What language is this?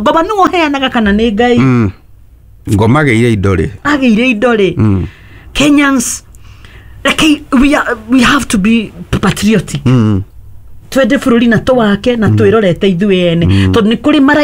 Kikuyu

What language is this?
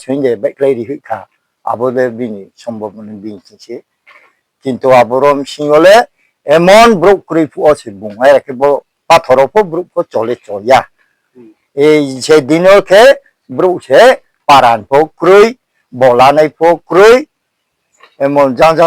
Riang (India)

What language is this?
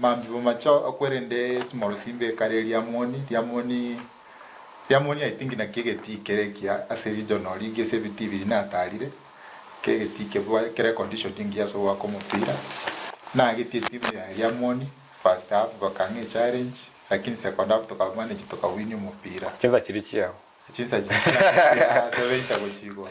Gusii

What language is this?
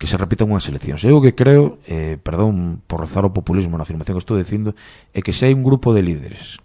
Galician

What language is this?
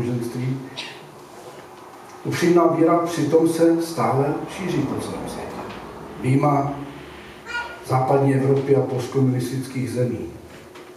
Czech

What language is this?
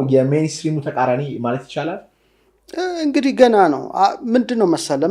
Amharic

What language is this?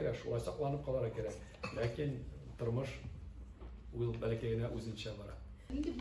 Tatar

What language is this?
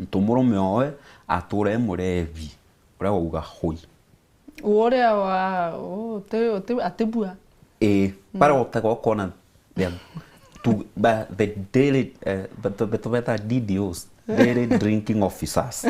Meru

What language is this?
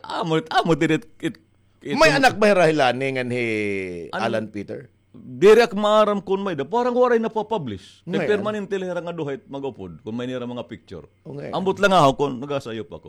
Waray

